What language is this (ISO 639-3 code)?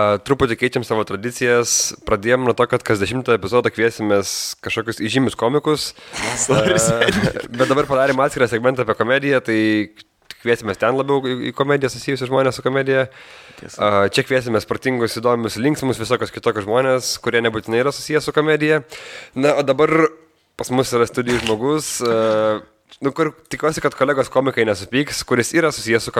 lit